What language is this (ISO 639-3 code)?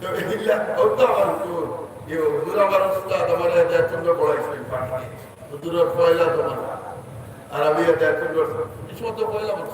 syl